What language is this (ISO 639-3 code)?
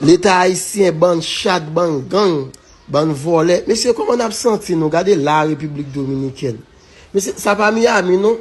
hat